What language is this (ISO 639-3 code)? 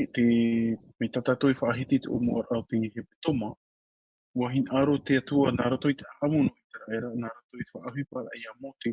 tah